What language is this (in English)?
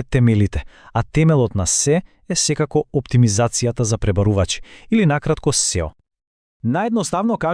Macedonian